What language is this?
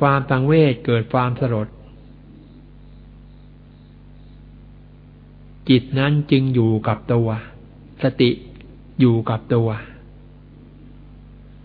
Thai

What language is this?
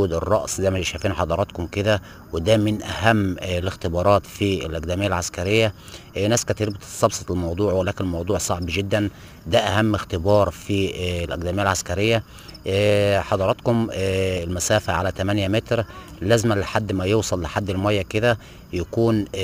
Egyptian Arabic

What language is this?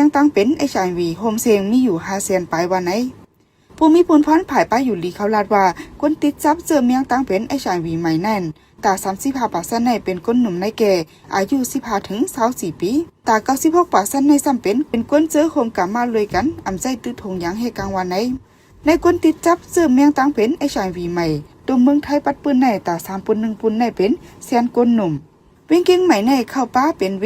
Shan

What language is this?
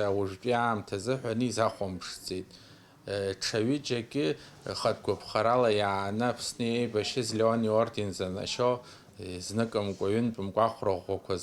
Abkhazian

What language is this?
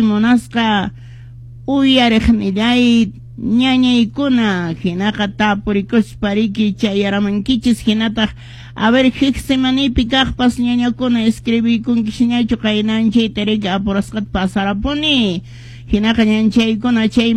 Quechua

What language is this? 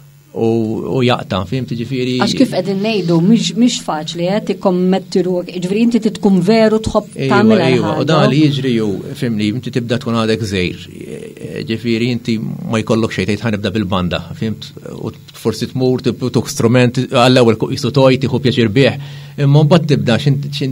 Maltese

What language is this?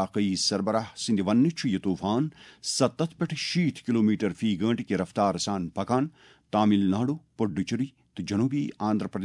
Kashmiri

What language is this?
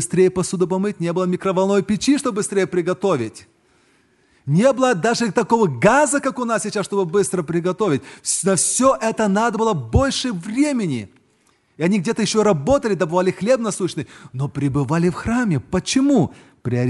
Russian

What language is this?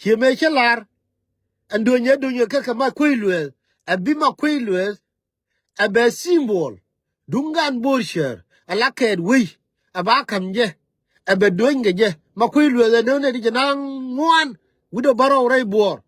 Nuer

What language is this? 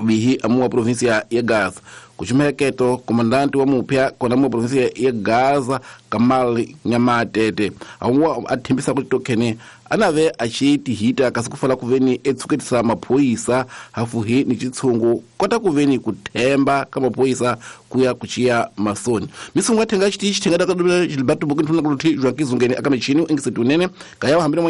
Tsonga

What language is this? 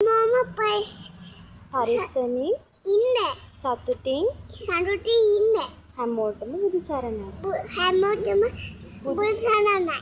Sinhala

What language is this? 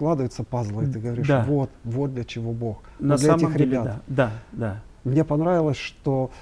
Russian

